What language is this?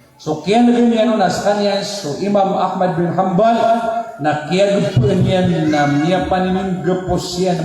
Maranao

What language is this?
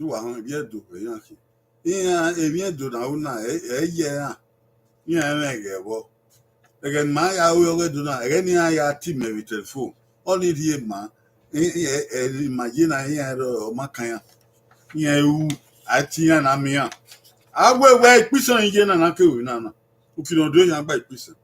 Bini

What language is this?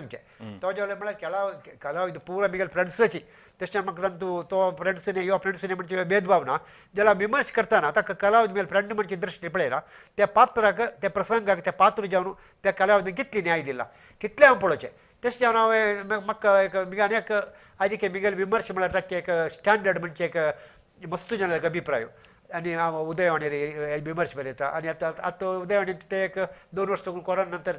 Konkani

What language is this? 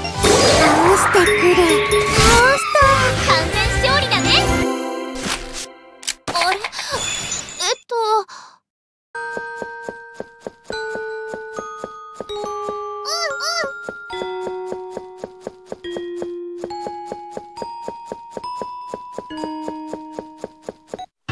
Japanese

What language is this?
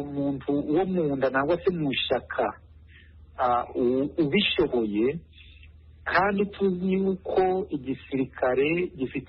Kinyarwanda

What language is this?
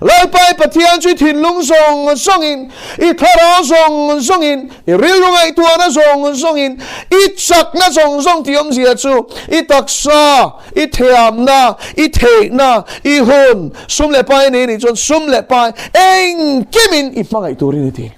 Mizo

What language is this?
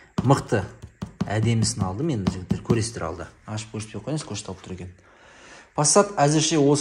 Kazakh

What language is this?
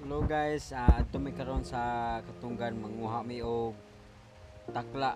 Cebuano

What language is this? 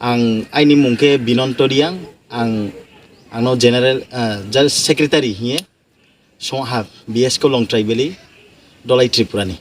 Riang (India)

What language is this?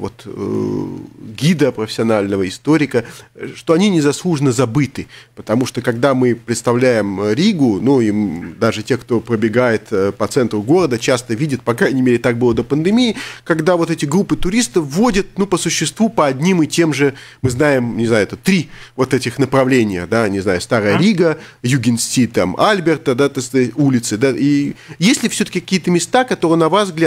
Russian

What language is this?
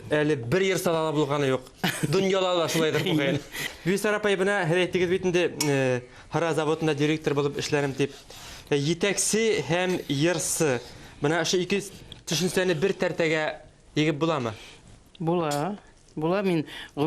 Bashkir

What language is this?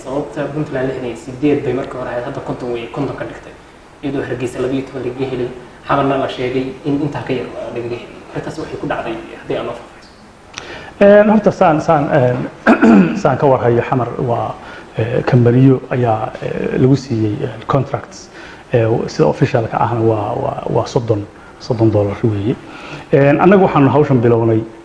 Somali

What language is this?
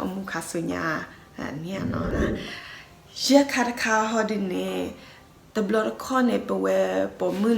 S'gaw Karen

